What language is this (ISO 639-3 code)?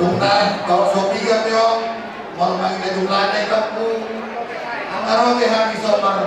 bbc